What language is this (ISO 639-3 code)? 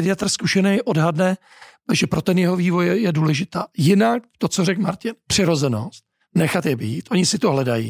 ces